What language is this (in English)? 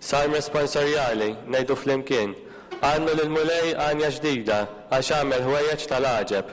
Maltese